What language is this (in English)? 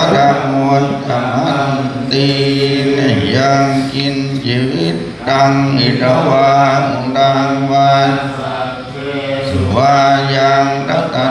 Pali